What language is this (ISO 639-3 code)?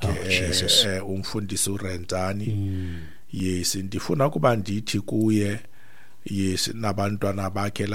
xho